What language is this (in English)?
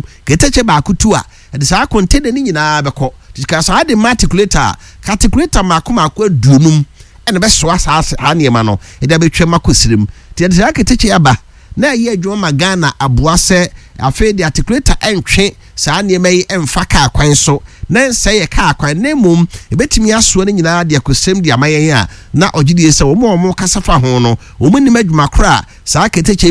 Akan